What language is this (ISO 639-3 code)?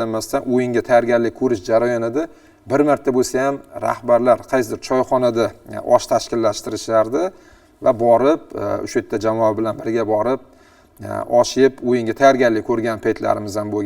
uzb